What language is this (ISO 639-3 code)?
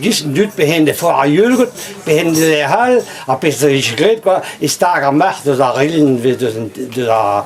bre